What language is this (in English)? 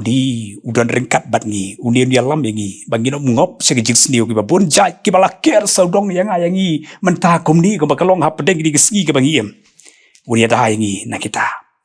Khasi